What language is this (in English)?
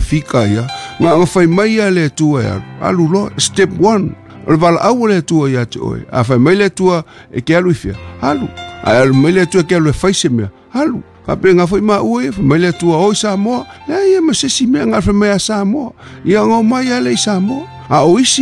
Samoan